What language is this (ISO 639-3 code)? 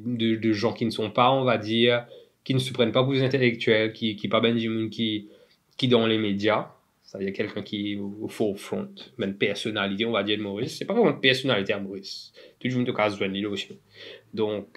mfe